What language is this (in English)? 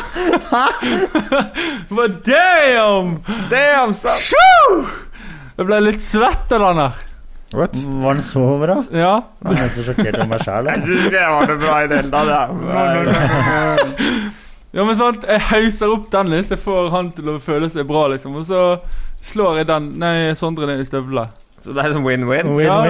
Norwegian